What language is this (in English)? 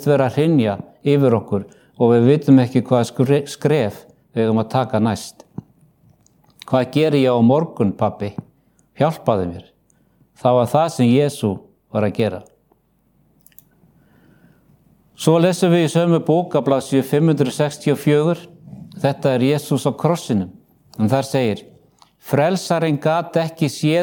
Icelandic